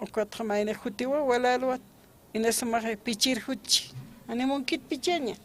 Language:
Aymara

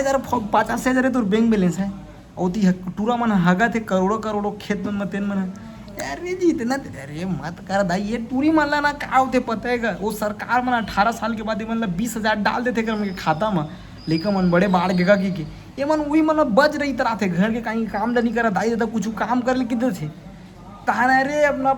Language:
Chhattisgarhi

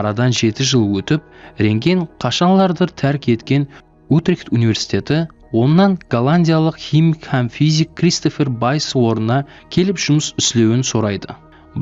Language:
Kara-Kalpak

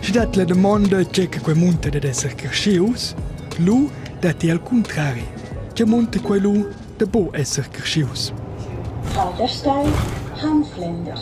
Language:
Romansh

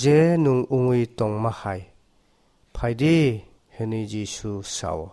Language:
Kok Borok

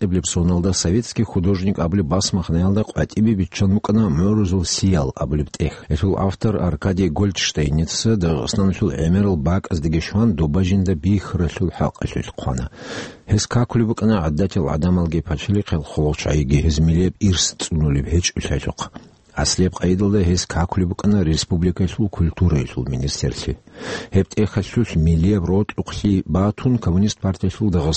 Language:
Avaric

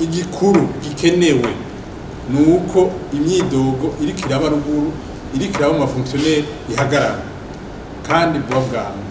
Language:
Rundi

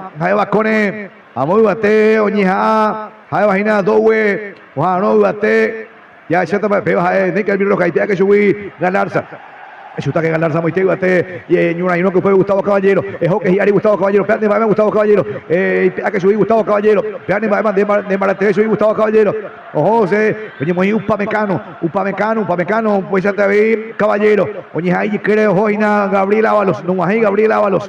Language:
Guarani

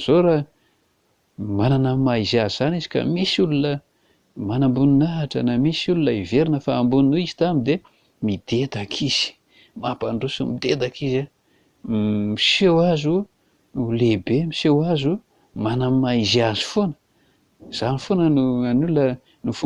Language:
Malagasy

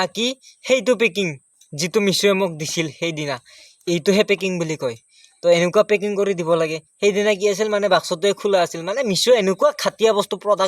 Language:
Assamese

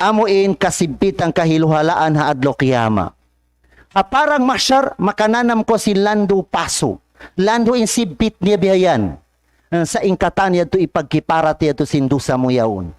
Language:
Tausug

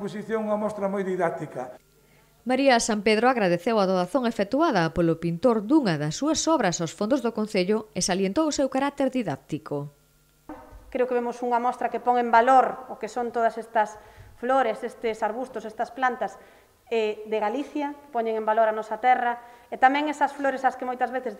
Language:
Galician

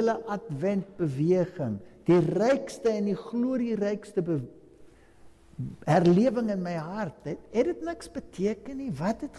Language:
Afrikaans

